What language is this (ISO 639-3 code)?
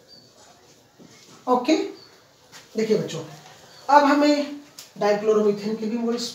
hin